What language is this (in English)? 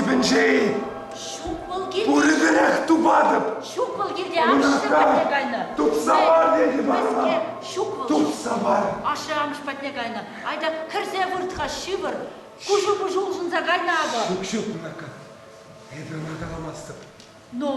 Chuvash